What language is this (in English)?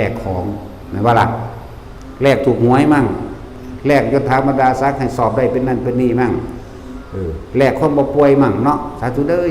Lao